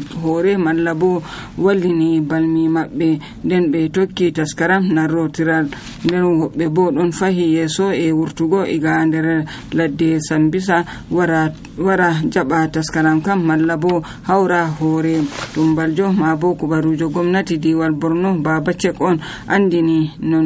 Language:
Nigerian Fulfulde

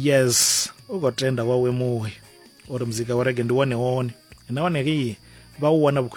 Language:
Venda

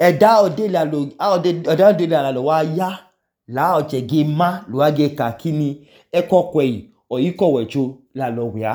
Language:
Idoma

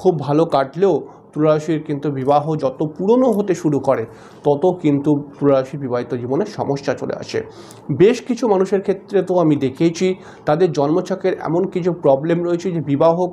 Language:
Bangla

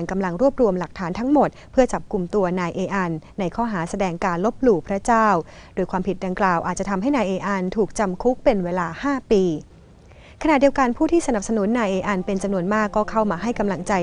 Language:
Thai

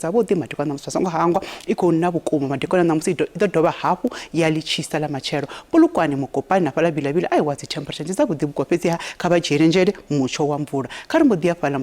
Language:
Venda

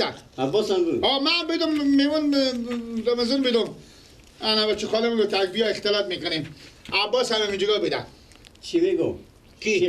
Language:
Persian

